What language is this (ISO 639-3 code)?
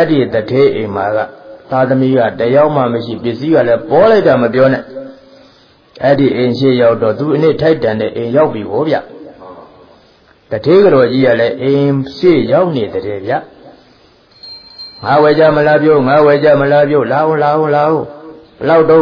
mya